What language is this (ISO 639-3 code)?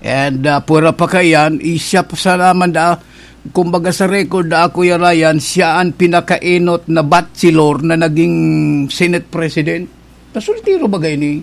bik